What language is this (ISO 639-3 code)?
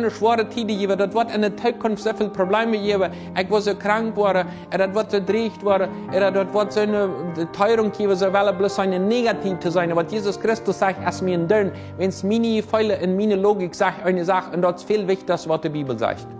pdt